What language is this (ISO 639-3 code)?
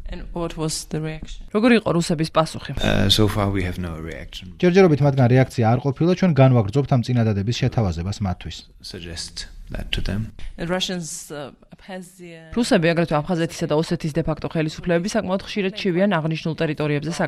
kat